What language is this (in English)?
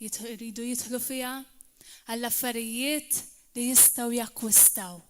Maltese